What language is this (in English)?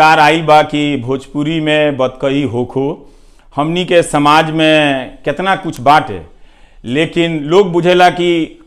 Bhojpuri